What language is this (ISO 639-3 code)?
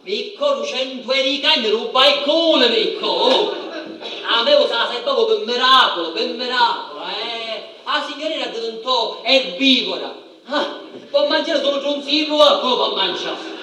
scn